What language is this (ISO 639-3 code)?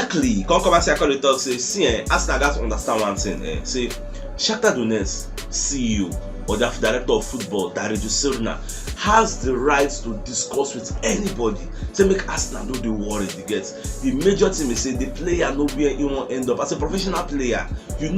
pcm